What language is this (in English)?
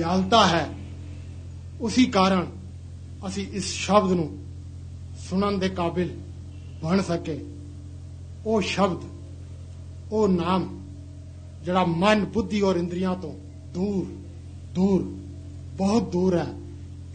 Punjabi